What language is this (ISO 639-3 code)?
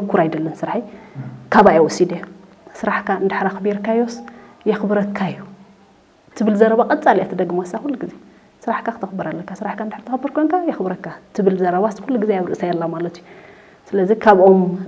tir